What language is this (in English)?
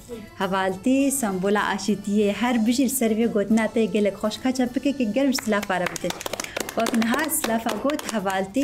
Kurdish